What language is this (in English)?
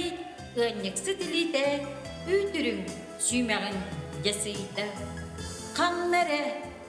Yakut